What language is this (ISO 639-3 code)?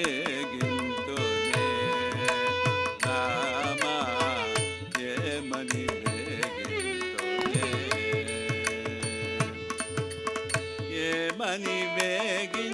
tel